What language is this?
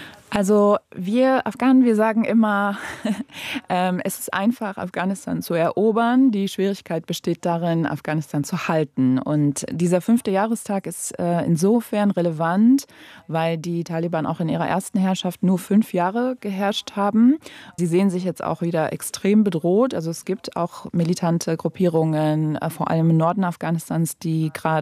German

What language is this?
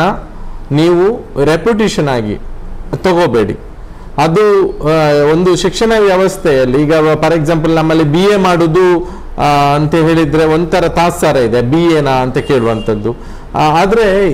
Kannada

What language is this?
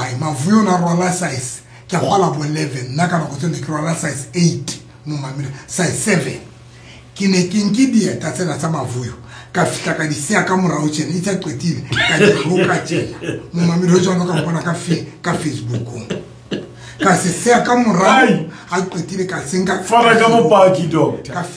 Southern Sotho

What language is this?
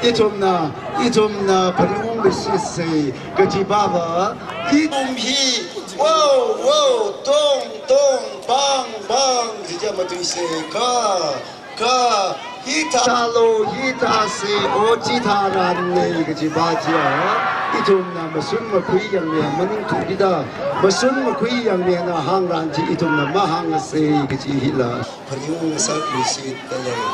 Tangkhul Naga (India)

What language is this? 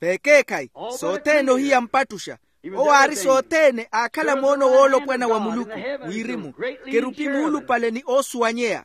Makhuwa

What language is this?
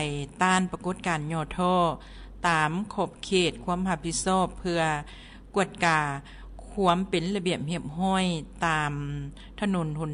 Lao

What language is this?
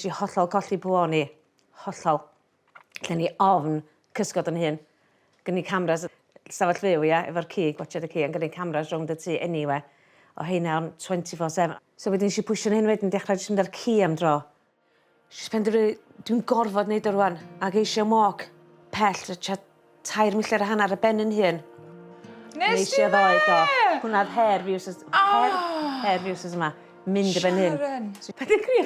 Welsh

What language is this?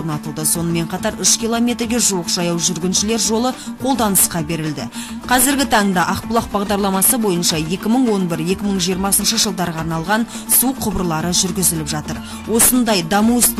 Kazakh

